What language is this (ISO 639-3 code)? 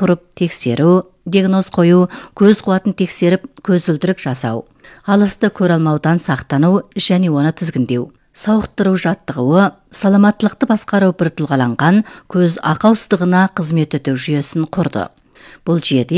kaz